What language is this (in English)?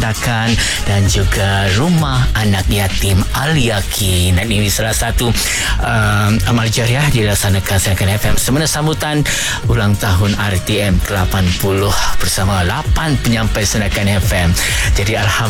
Malay